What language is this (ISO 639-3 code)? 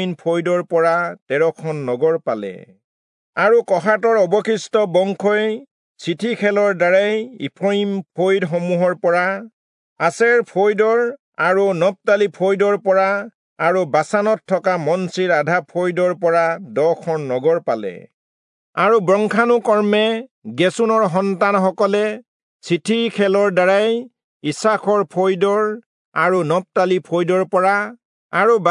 asm